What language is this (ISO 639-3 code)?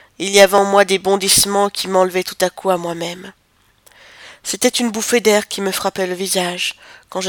fra